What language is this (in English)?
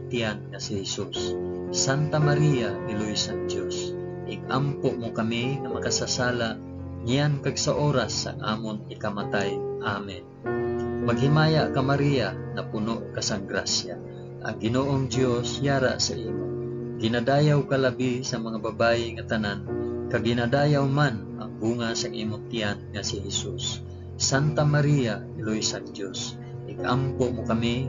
Hiligaynon